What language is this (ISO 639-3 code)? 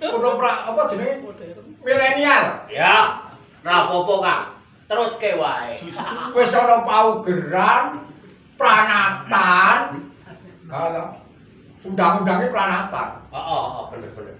jav